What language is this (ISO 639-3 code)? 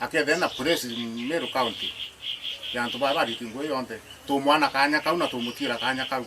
mer